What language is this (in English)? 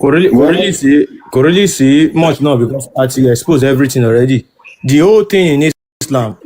Yoruba